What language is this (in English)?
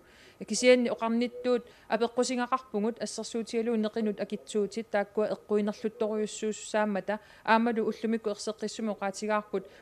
Kalaallisut